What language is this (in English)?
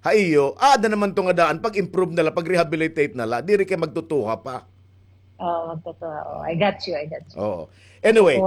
Waray